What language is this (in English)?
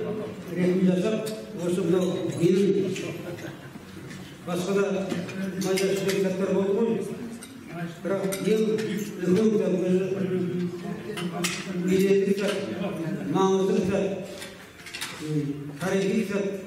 Kazakh